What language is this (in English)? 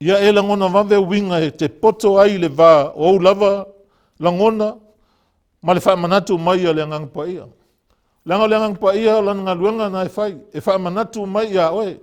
Samoan